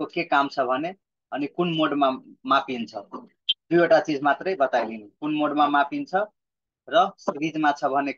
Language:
Nepali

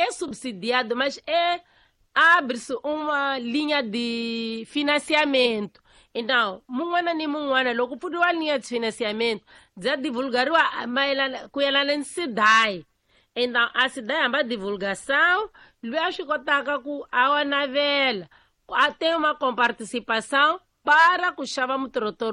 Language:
Tsonga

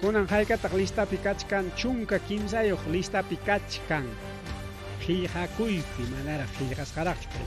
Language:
Ayacucho Quechua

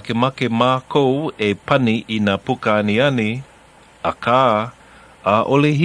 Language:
Hawaiian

